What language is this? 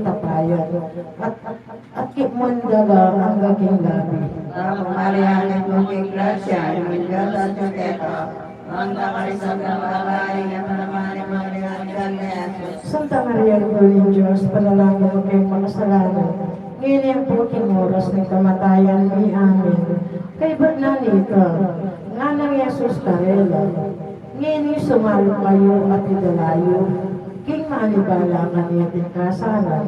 Pampanga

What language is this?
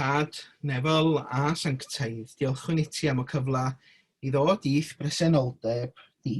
Welsh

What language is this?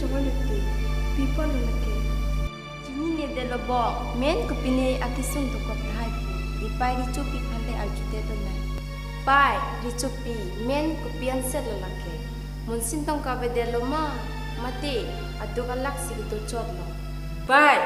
Karbi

